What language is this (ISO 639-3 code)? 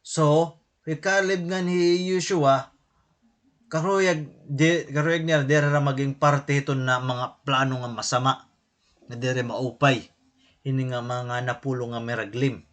war